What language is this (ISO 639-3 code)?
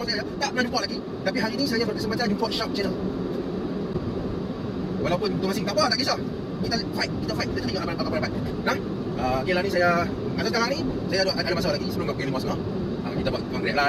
msa